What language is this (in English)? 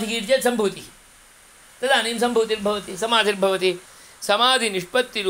Sanskrit